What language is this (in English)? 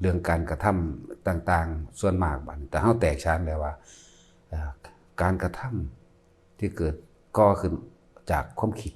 Northeastern Thai